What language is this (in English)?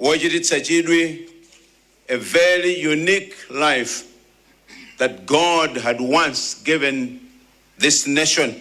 Nyanja